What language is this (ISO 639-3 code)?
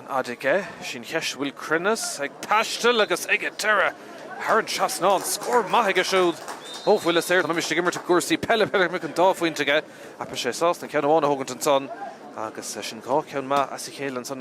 gle